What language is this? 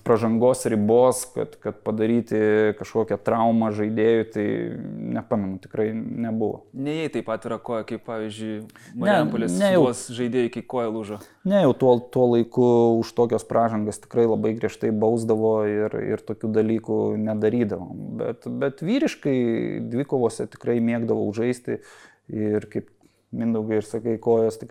Lithuanian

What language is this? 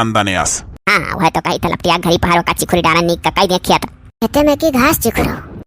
Awadhi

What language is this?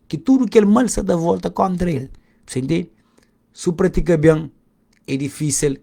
Kabuverdianu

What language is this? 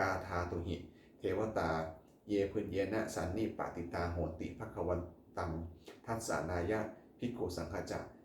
Pali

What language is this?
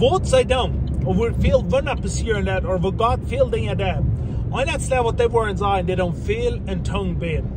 Plautdietsch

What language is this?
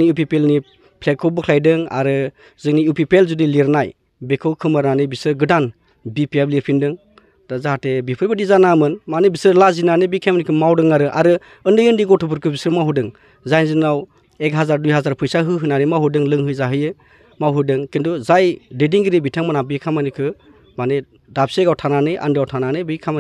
Bodo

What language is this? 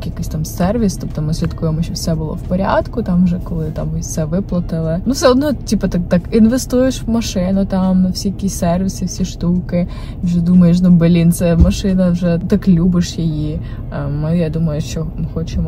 Ukrainian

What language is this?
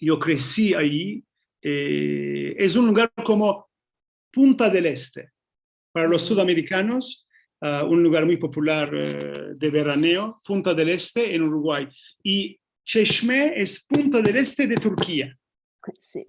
Ladino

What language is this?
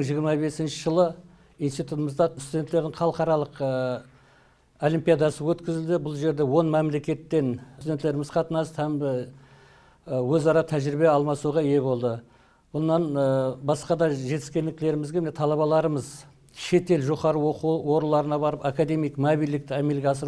Kara-Kalpak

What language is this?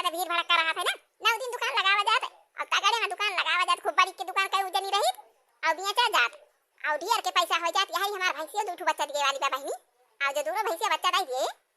Awadhi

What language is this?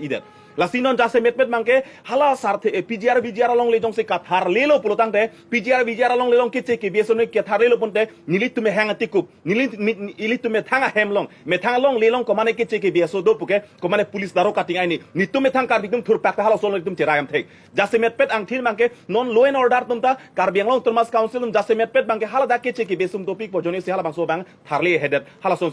Karbi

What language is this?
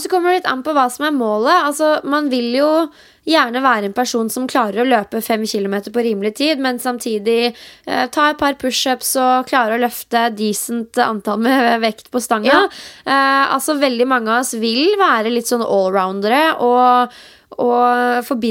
Norwegian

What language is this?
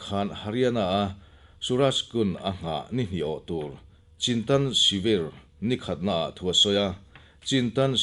Mizo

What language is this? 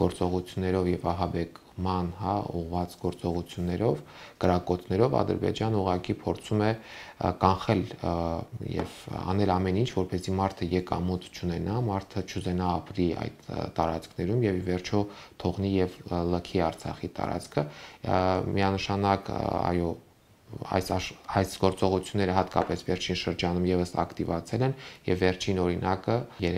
Armenian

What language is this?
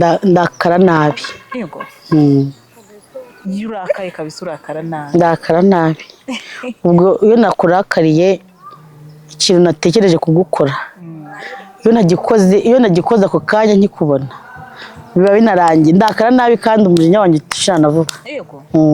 Kinyarwanda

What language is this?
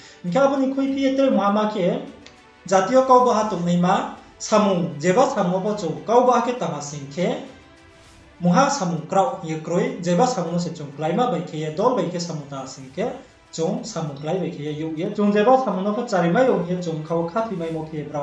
Riang (India)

